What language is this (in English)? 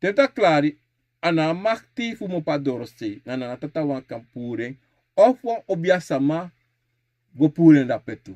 Sranan Tongo